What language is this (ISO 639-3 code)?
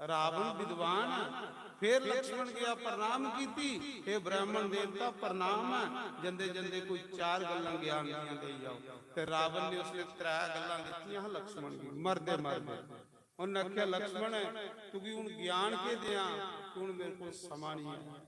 doi